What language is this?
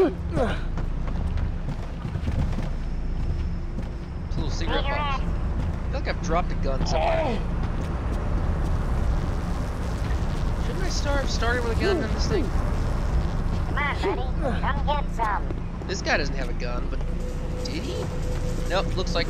English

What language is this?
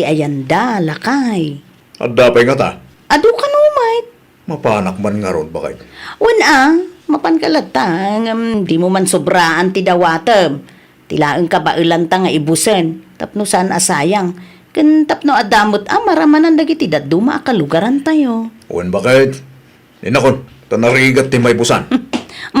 Iloko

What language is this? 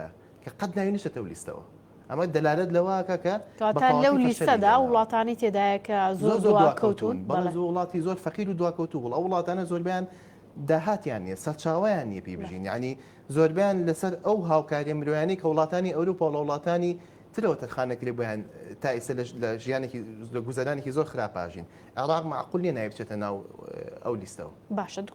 Central Kurdish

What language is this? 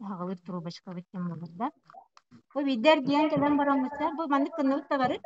Yakut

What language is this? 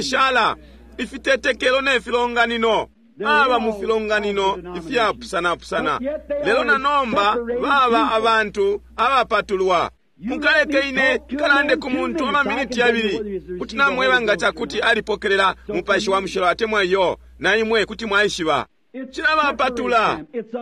Bemba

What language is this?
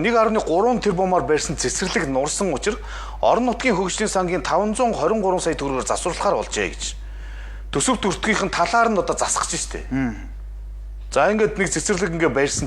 Mongolian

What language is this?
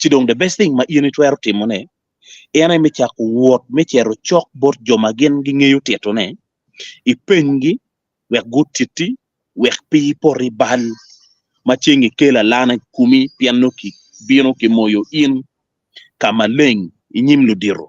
Acoli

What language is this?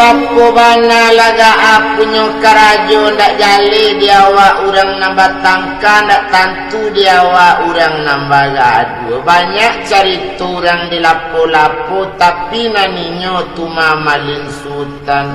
Minangkabau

